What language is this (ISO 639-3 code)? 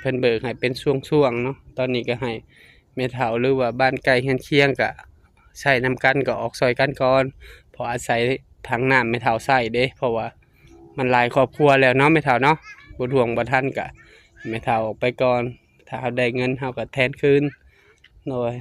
lao